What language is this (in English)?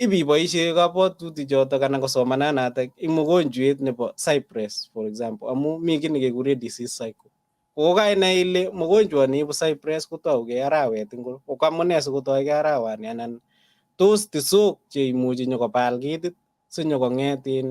Kalenjin